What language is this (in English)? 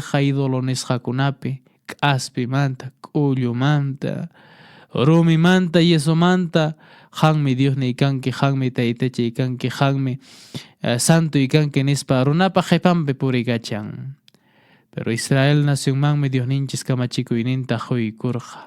Quechua